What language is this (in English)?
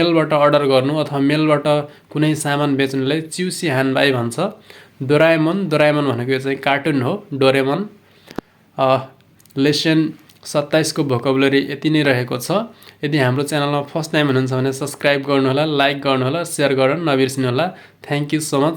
Nepali